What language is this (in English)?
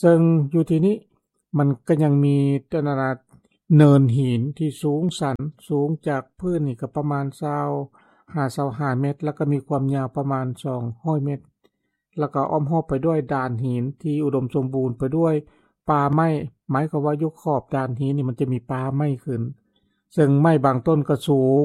Lao